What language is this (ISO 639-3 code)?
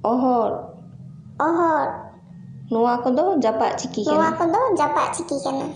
sat